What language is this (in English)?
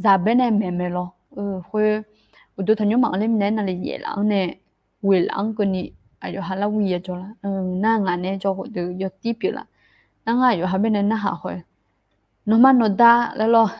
Akha